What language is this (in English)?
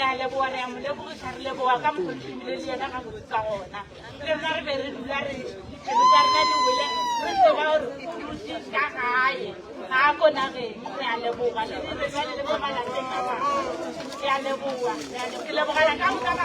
Northern Sotho